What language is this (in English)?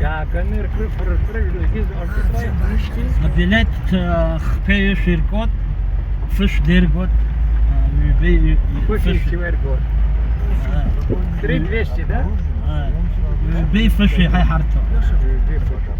Abkhazian